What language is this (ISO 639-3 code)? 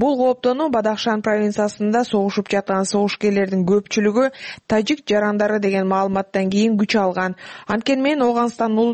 kir